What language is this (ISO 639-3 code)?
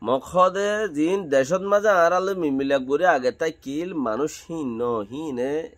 rhg